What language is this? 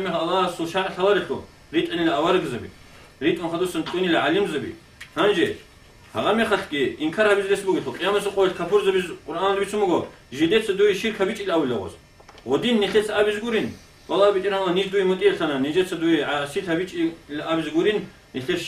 Avaric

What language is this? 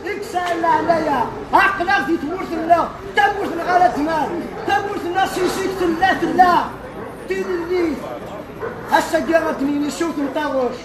Kabyle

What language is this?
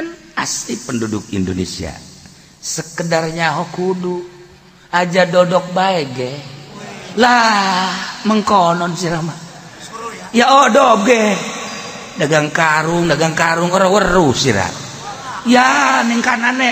Sundanese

